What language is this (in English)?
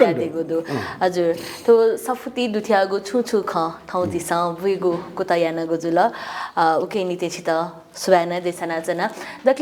Newari